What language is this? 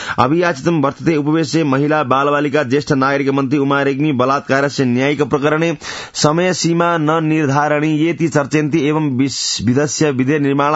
Sanskrit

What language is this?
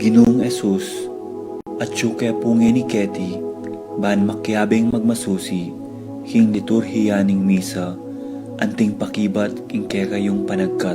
Pampanga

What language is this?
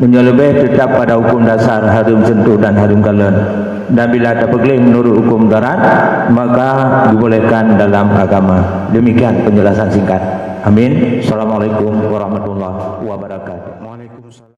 Achinese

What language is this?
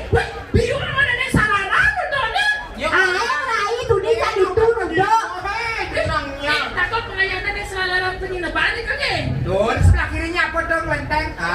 Balinese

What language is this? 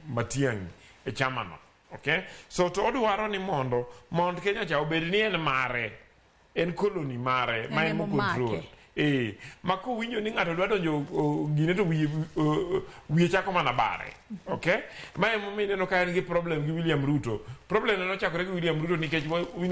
Luo (Kenya and Tanzania)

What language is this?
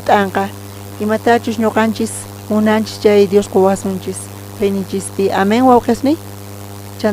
South Bolivian Quechua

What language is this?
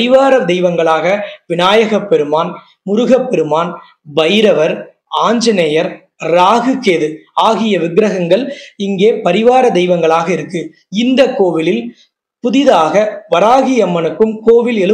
Tamil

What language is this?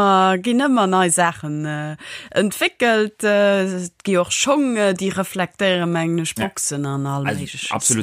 Luxembourgish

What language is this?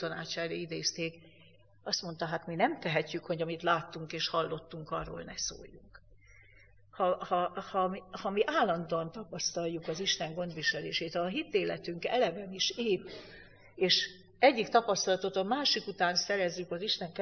Hungarian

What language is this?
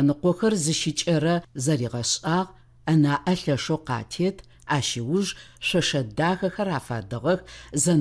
Adyghe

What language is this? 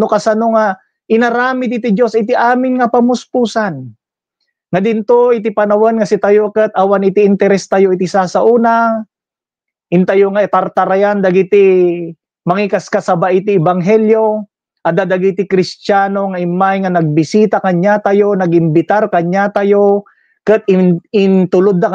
Iloko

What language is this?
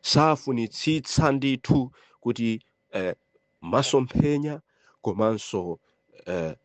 Nyanja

